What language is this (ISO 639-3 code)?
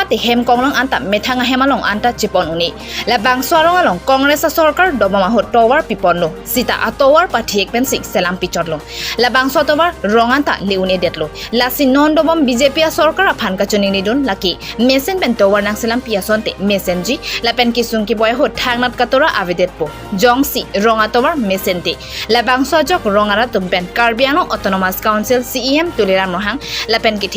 mjw